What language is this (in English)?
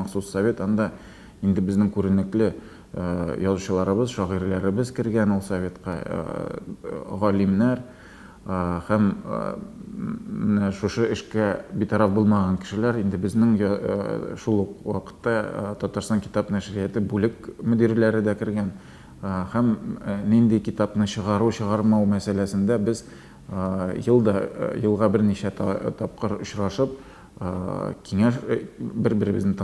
Tatar